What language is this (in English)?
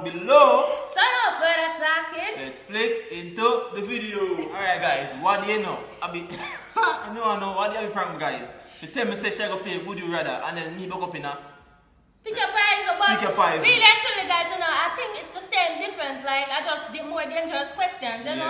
Jamaican Creole English